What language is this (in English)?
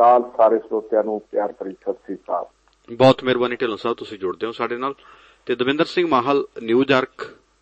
Punjabi